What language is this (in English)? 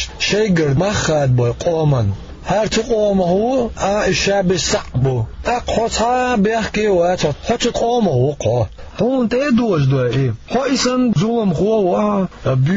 Chechen